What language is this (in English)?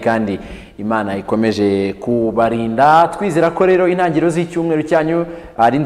Kinyarwanda